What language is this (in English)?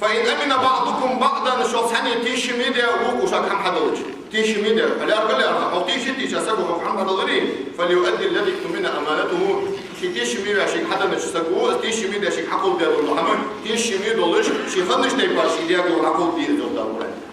Ingush